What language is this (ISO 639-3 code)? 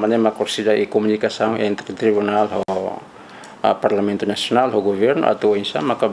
tet